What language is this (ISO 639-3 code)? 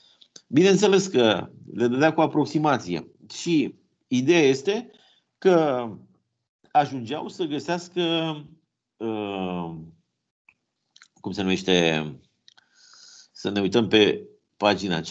ron